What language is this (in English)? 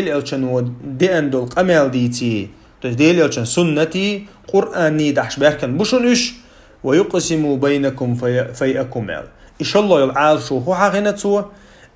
Chechen